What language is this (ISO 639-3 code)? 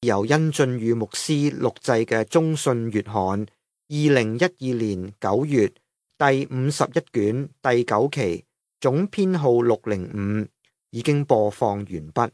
yue